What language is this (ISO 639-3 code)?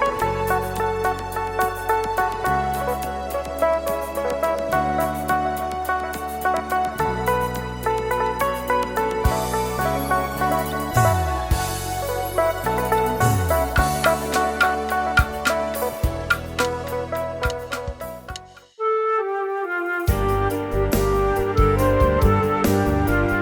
btx